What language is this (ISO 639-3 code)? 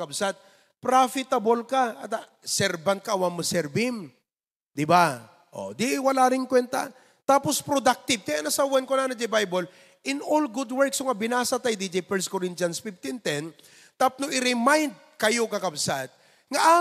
ilo